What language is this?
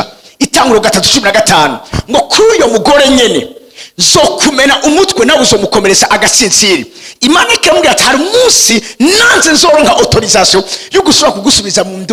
Rundi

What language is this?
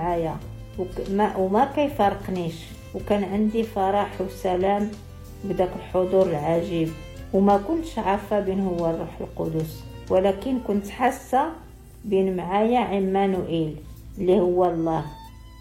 Moroccan Arabic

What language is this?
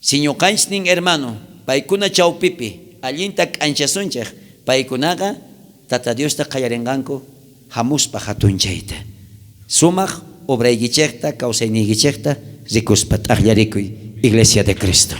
South Bolivian Quechua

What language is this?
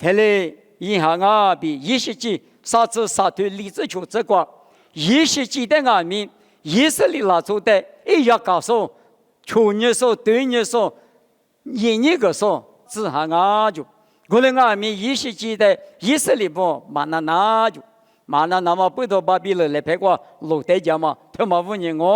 Lisu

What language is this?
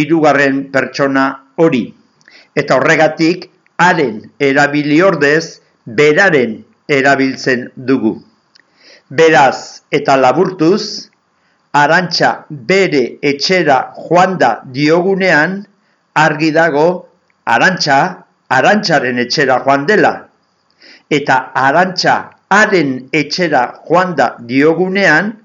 Basque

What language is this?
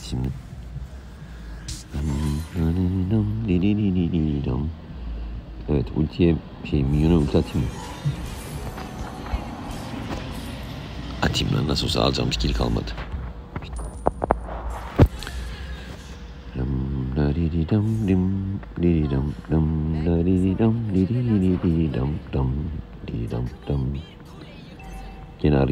Turkish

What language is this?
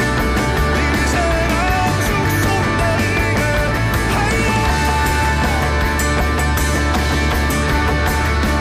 Dutch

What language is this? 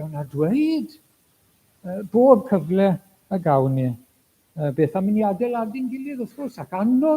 Welsh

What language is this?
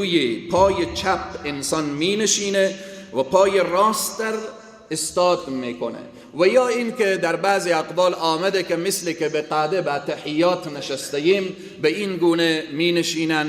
Persian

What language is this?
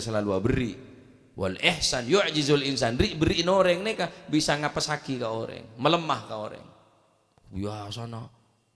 Madurese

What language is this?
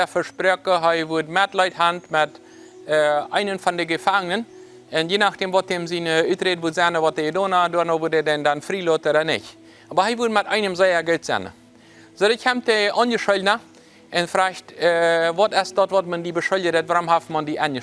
Plautdietsch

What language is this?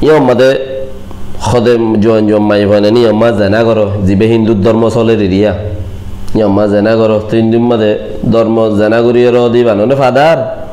Rohingya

